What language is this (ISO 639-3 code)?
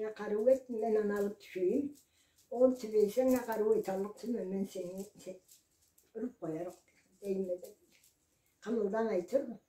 krc